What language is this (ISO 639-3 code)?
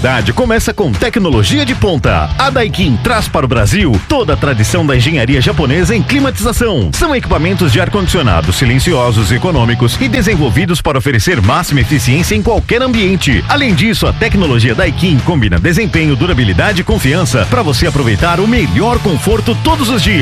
por